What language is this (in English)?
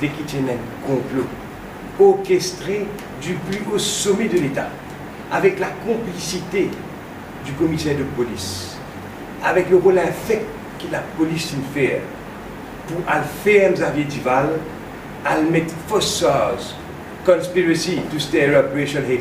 Morisyen